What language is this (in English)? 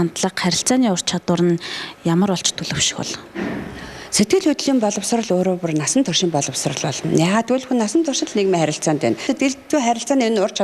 Mongolian